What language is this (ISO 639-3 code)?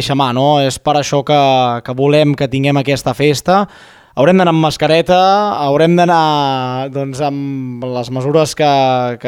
cat